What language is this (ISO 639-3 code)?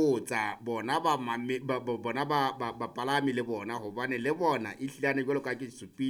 sot